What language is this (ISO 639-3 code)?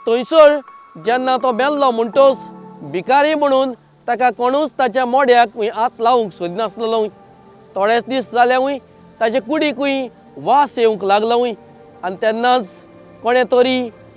kok